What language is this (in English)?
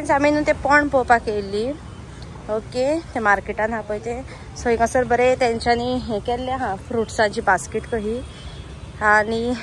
Konkani